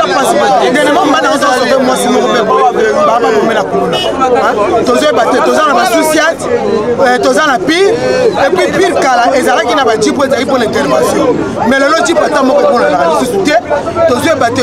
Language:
Lingala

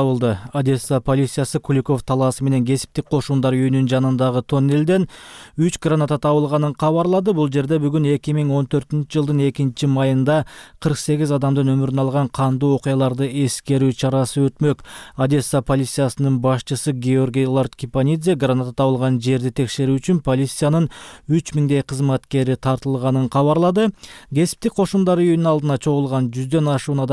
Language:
Kyrgyz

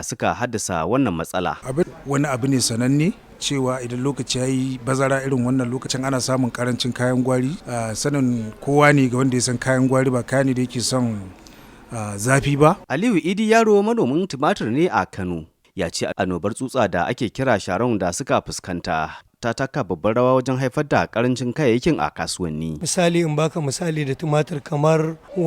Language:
Hausa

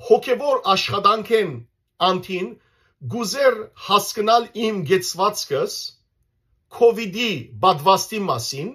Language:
Western Armenian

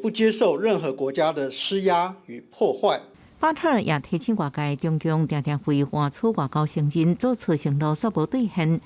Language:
Min Nan Chinese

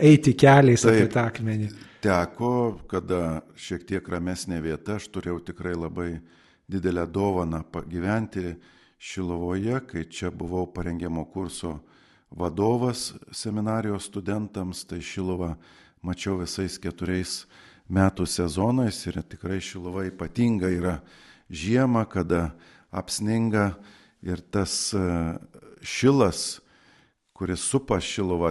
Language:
Lithuanian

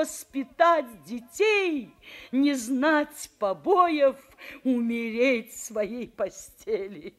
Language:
Russian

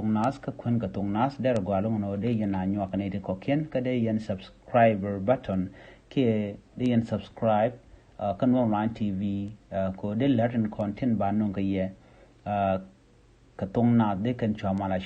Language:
Nuer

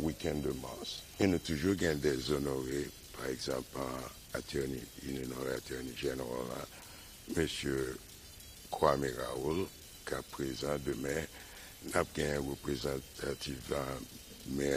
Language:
Haitian Creole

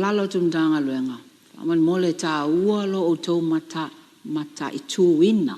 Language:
Samoan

